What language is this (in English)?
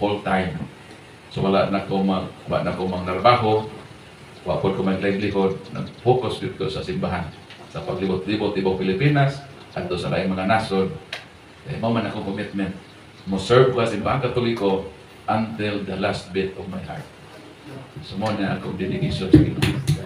Cebuano